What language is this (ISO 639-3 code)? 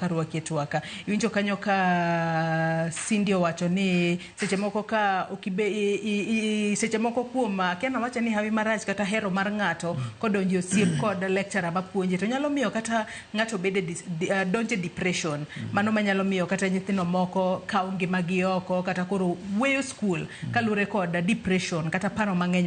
luo